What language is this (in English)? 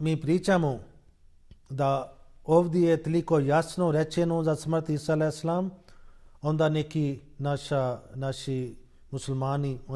Bosnian